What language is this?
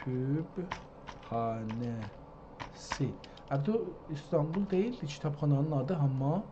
South Azerbaijani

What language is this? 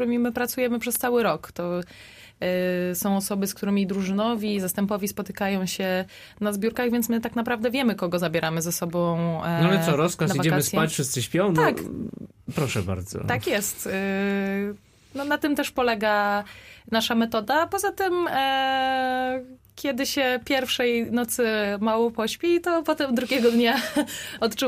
Polish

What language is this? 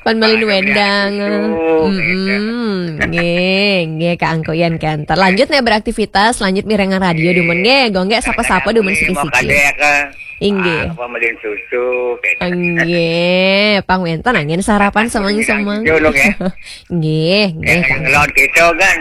Balinese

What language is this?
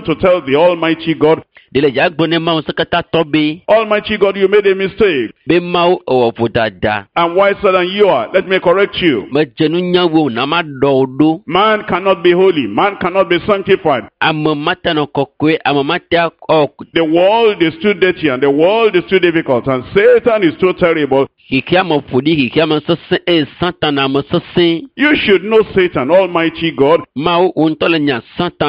Ewe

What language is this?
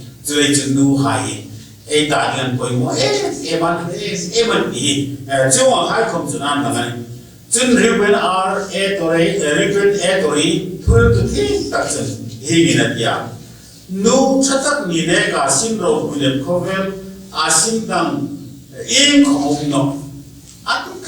Hmar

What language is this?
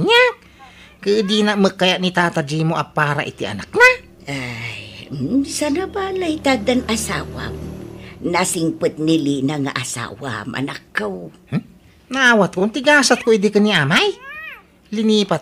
Iloko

